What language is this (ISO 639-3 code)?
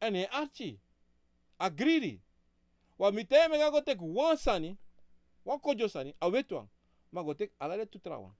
srn